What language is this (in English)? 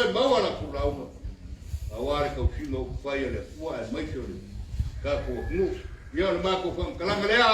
Samoan